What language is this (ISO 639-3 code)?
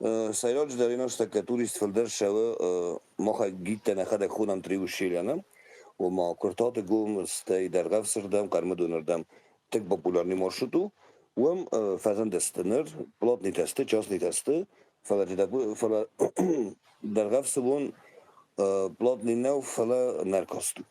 oss